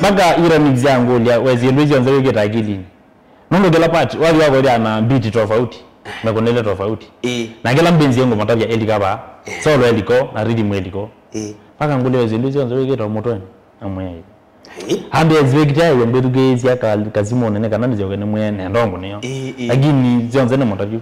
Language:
Kamba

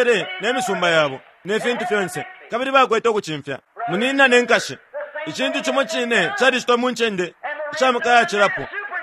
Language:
Bemba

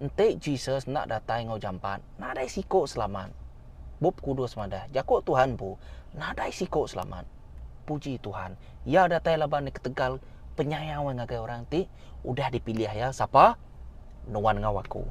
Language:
Iban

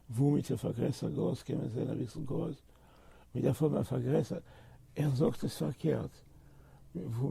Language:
Yiddish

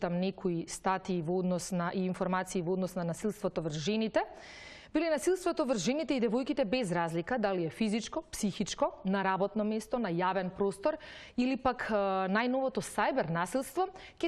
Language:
Macedonian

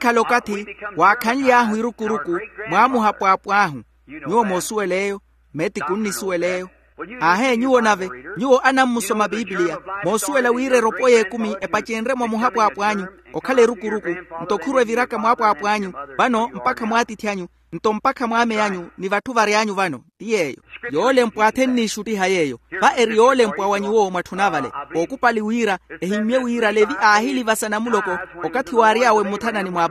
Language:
Makhuwa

